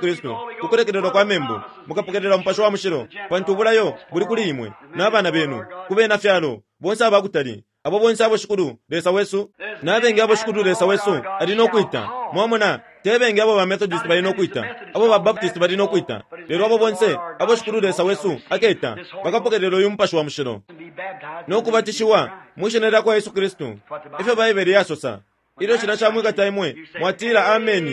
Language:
Bemba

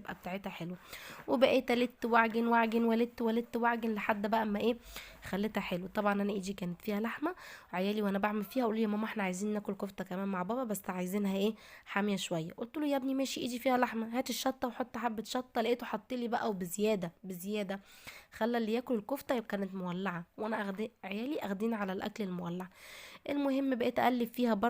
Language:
Egyptian Arabic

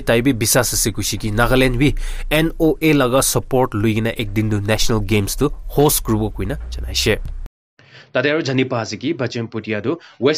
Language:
Naga Pidgin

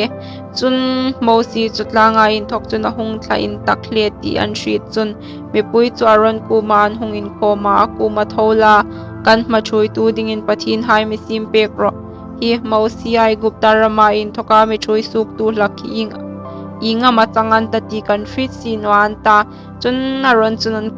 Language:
Hmar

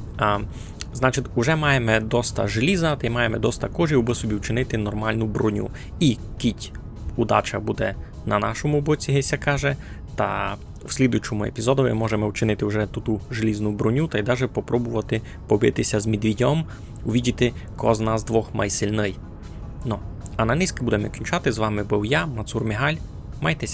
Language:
Rusyn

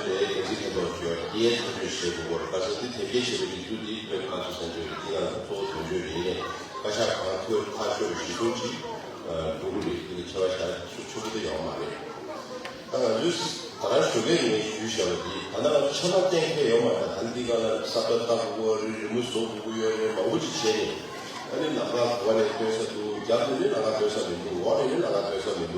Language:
Tibetan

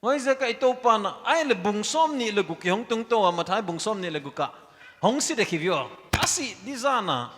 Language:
Paite Chin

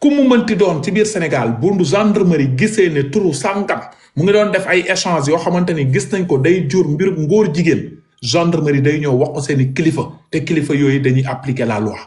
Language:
Wolof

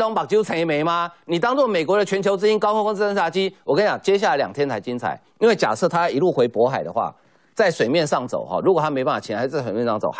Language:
Chinese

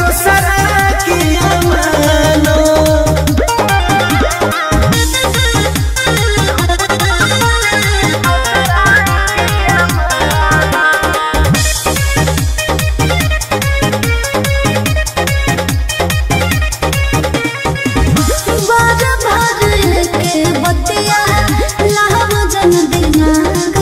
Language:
Bhojpuri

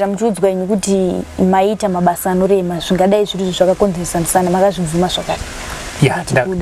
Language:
Shona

